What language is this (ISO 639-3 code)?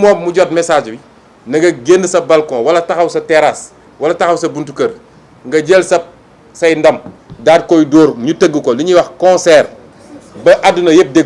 wol